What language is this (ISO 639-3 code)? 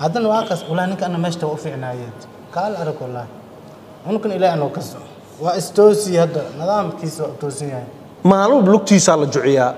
som